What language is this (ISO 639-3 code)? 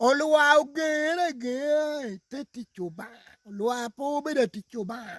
laj